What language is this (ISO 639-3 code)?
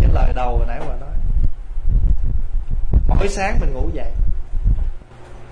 vie